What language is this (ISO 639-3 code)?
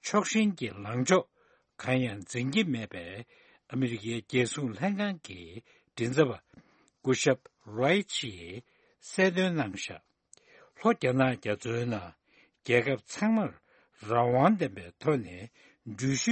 bod